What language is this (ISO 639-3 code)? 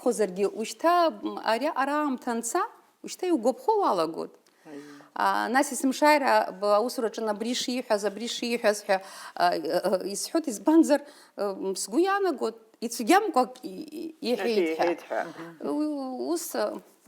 abk